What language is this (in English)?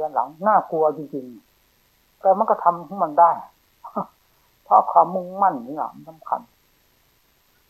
Thai